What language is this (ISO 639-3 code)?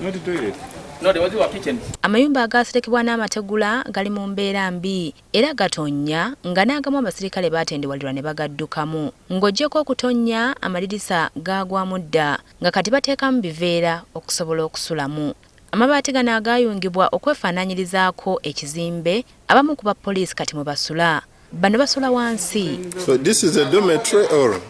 lug